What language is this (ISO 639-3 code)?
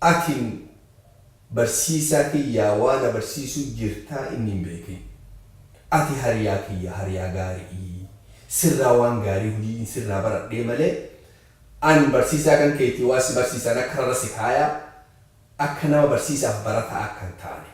orm